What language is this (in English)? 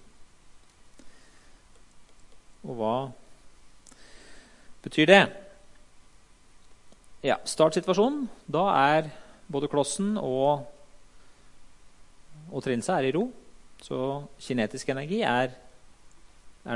Norwegian